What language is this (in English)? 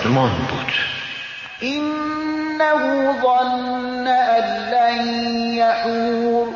Persian